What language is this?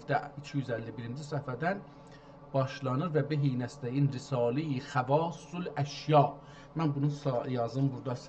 South Azerbaijani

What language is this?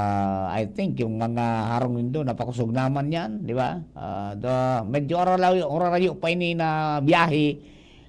Bikol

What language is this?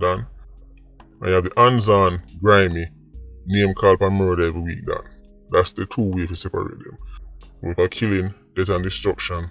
Jamaican Creole English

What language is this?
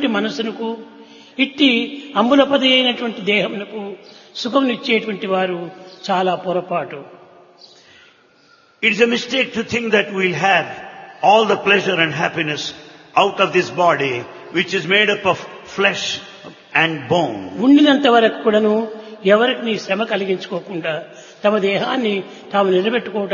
Telugu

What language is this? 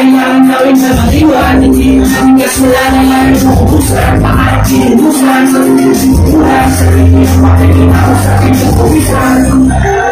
Filipino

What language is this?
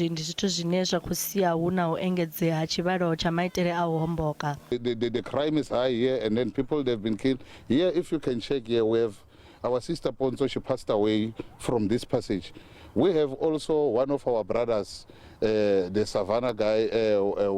Venda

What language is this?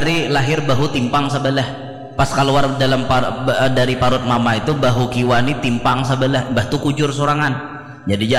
Banjar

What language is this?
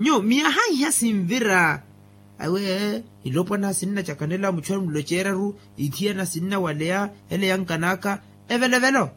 Makhuwa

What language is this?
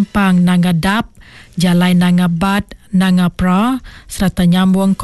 Iban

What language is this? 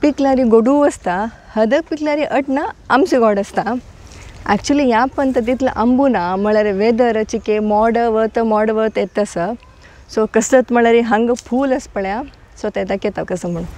Konkani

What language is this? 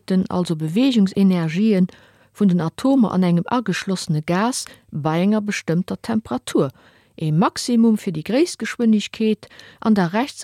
Luxembourgish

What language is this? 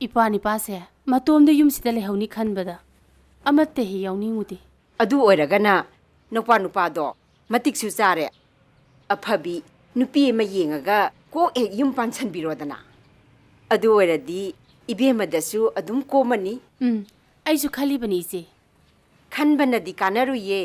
Manipuri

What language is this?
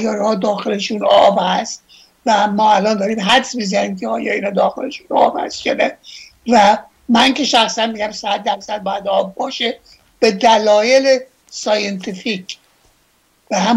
Persian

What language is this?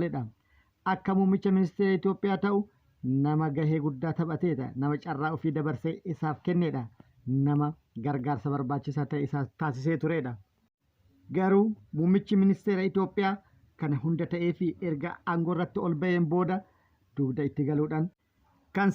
Oromo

